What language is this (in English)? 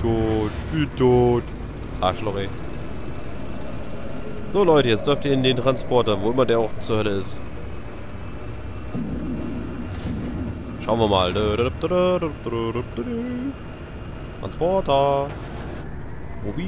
German